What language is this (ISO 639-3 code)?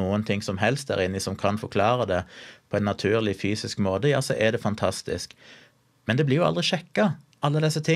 nor